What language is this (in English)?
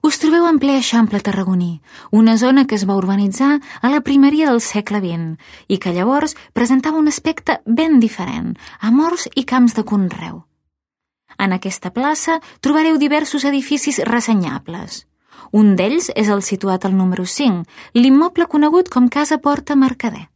Catalan